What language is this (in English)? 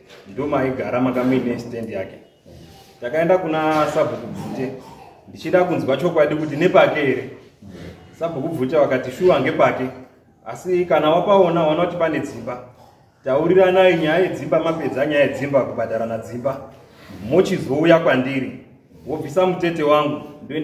Shona